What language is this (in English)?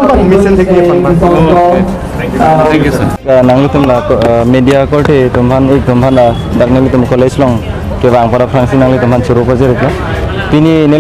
Karbi